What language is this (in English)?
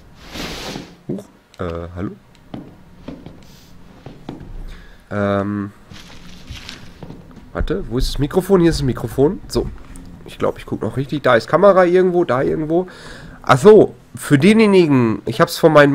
German